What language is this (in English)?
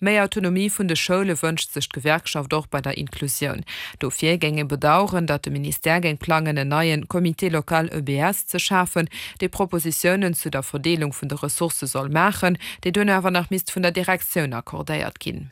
Luxembourgish